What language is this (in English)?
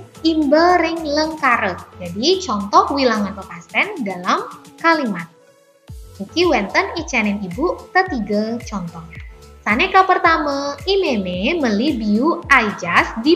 Balinese